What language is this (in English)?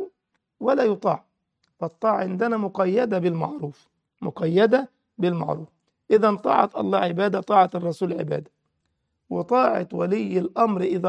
Arabic